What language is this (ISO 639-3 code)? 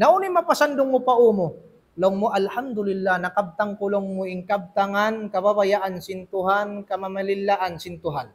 tsg